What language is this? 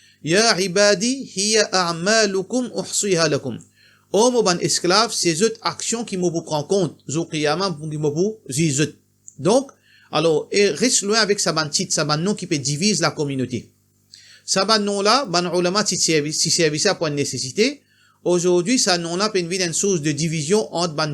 Morisyen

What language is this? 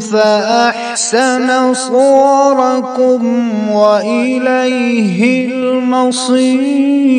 Kashmiri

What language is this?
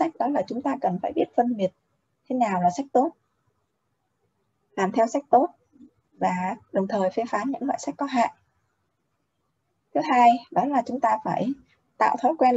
Vietnamese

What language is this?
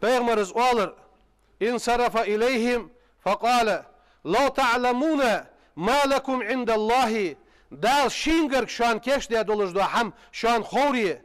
Ingush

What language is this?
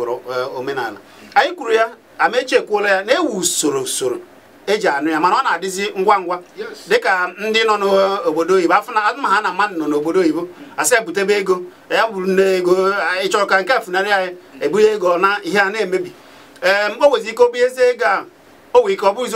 Igbo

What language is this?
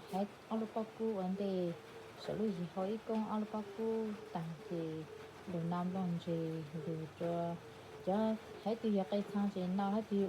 Hmong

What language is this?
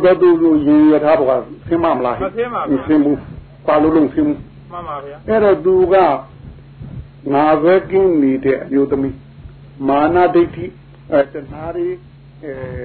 Burmese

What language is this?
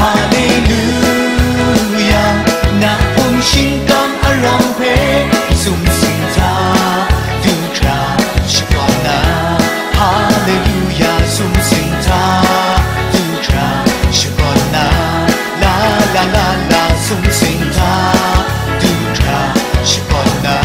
Kachin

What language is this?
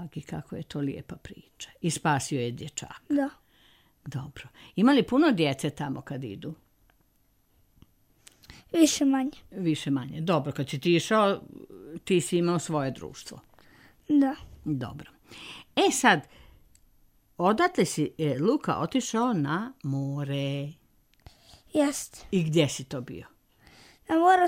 Serbian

